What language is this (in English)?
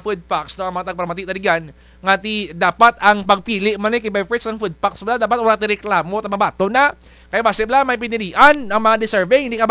Kinaray-a